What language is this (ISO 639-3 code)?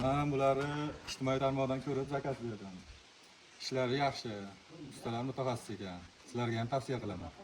uzb